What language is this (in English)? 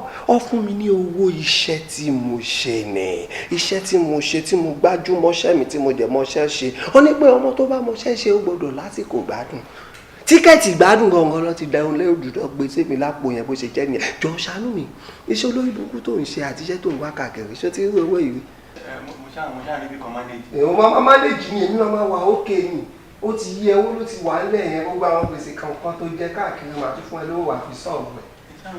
Yoruba